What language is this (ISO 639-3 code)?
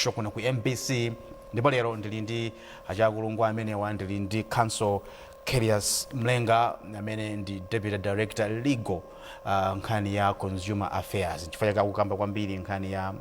nya